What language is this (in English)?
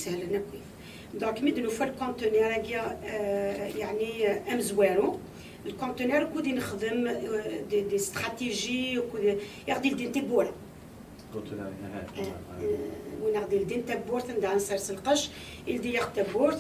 Kabyle